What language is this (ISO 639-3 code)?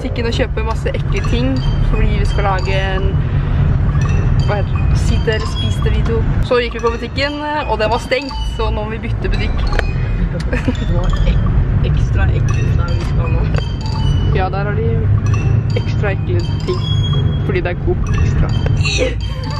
nor